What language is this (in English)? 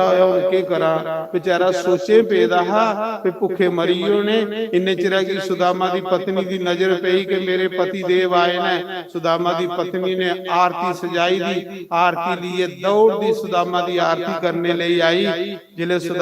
Dogri